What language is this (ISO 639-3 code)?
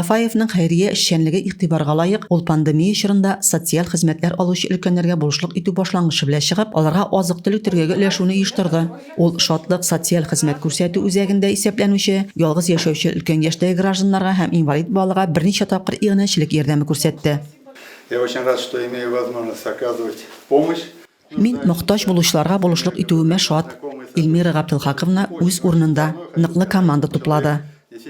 tat